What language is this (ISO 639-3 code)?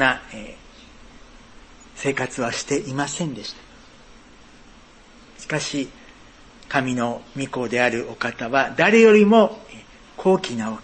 jpn